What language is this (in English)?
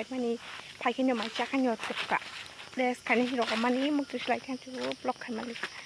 Kok Borok